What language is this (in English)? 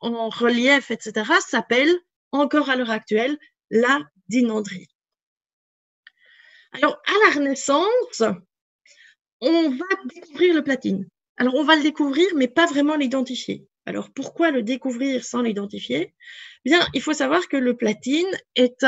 French